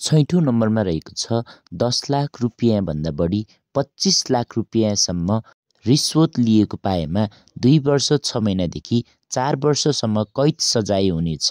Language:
Nepali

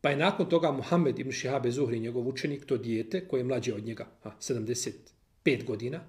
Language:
Bosnian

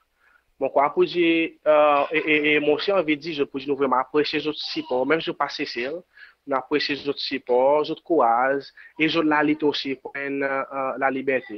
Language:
Seselwa Creole French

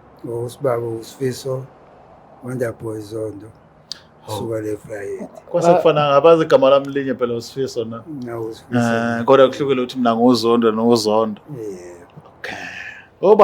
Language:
Zulu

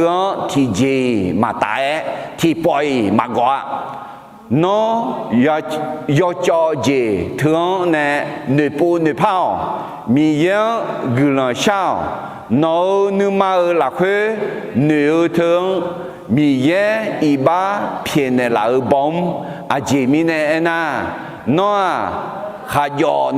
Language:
Akha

